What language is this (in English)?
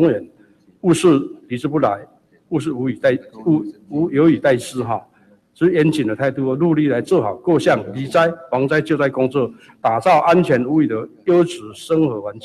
Chinese